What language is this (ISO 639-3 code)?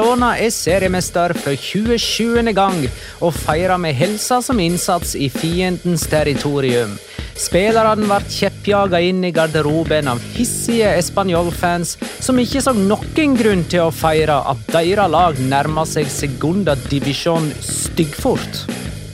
nor